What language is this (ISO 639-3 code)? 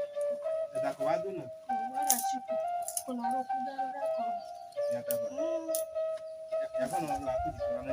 ewe